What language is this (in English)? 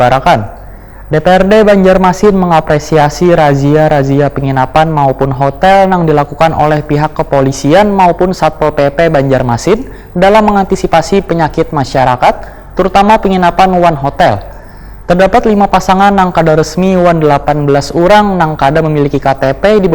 Banjar